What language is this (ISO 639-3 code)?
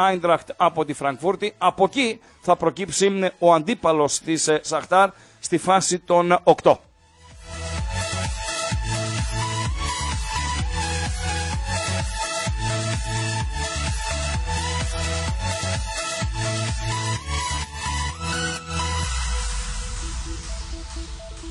ell